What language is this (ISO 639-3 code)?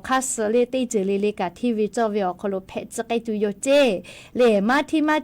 lhu